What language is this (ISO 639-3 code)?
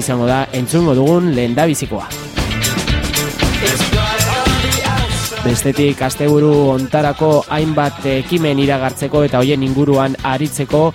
eus